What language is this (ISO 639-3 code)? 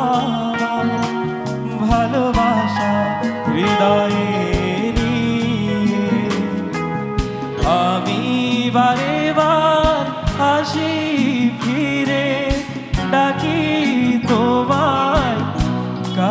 ben